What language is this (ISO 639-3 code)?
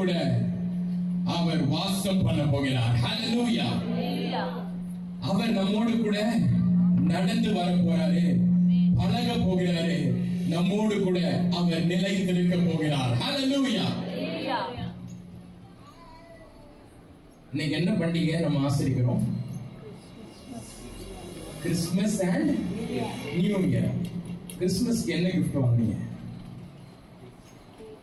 tam